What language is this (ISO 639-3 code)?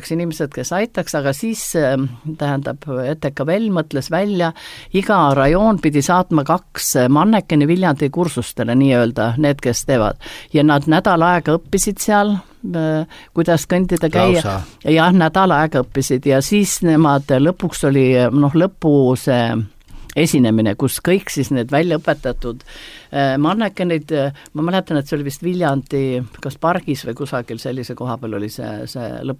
est